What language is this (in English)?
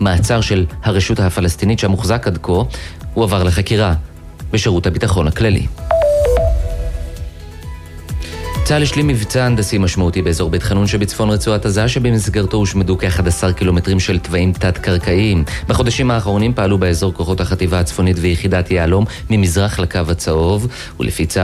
Hebrew